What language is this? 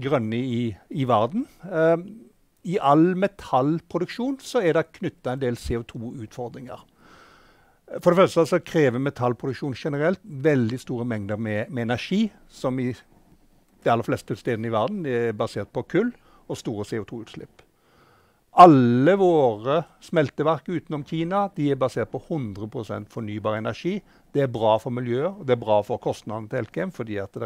Norwegian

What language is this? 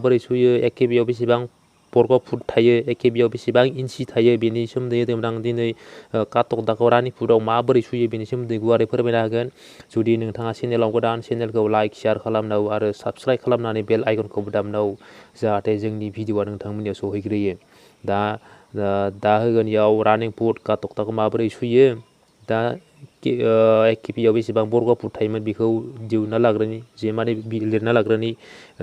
Bodo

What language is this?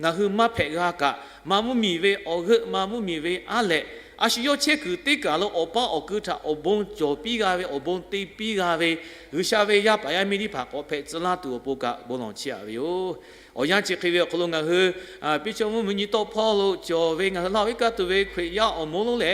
Lahu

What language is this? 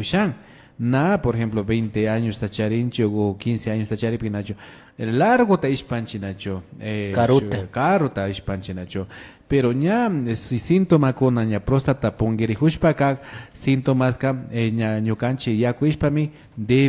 Imbabura Highland Quichua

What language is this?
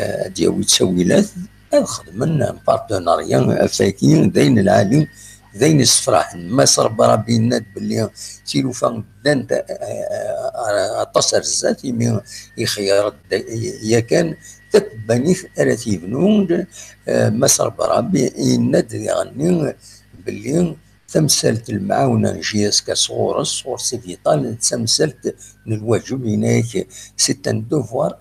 Kabyle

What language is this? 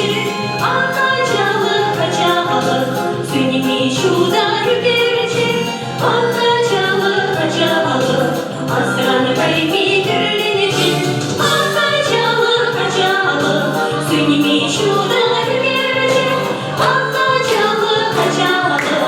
Chuvash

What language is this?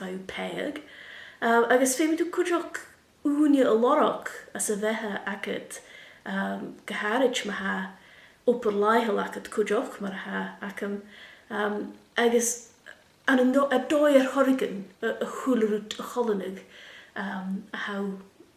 Scottish Gaelic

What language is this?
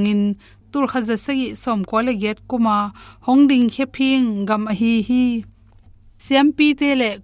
Tedim Chin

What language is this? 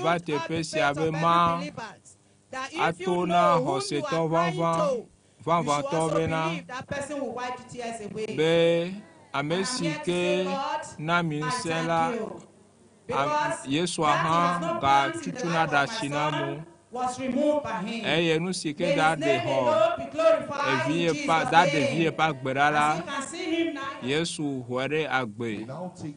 Ewe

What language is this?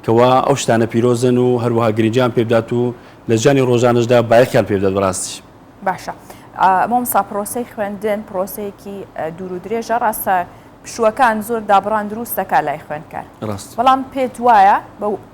Central Kurdish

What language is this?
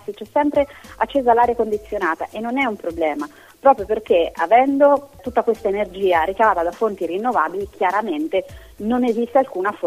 Italian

